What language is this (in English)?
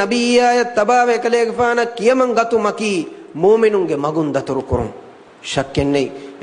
Divehi